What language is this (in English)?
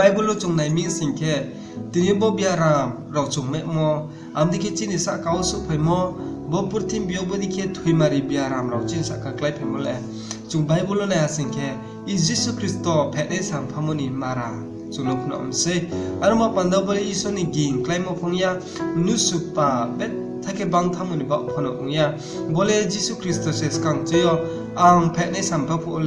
Riang (India)